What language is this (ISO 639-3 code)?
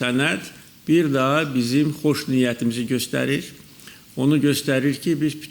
aze